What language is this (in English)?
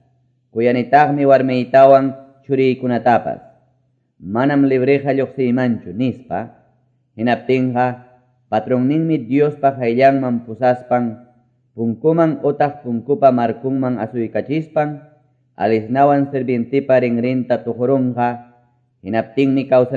Quechua